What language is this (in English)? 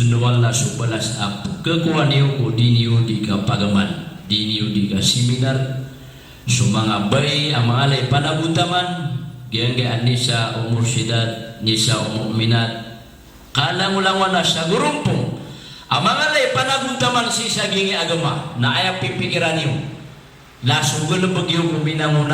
Maranao